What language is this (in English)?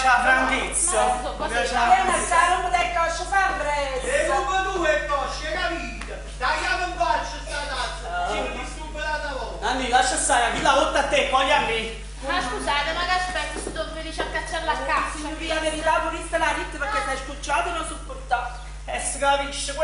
Neapolitan